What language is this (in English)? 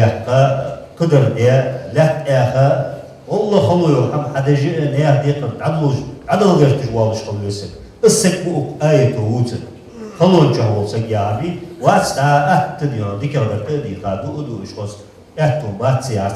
Ingush